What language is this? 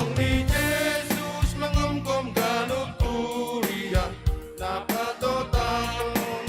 Batak Simalungun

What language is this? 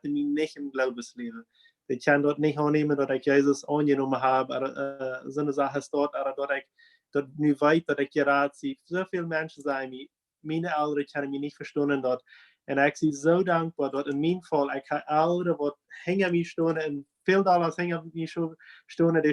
Plautdietsch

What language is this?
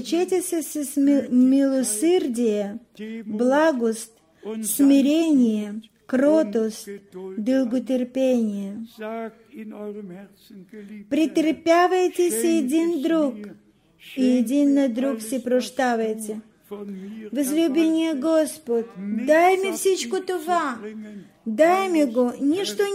Bulgarian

